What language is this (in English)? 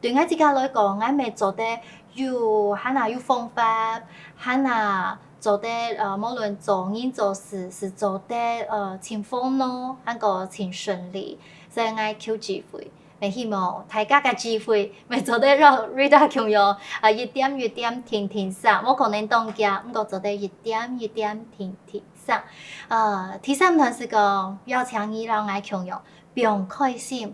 Hakka Chinese